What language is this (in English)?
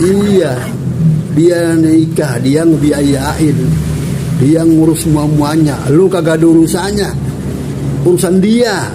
Betawi